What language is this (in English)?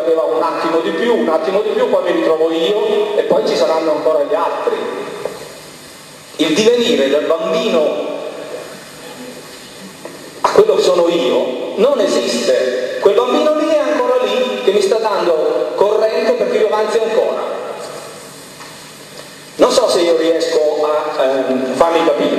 Italian